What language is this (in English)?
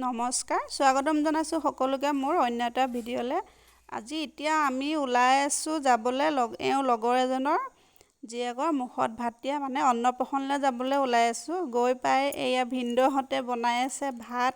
Assamese